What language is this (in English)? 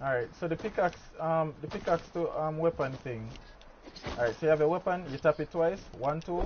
Jamaican Creole English